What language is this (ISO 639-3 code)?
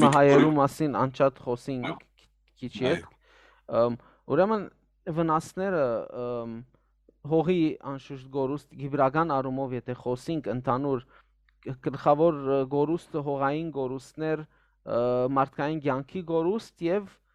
hyw